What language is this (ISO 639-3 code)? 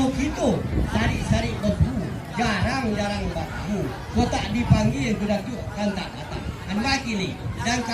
min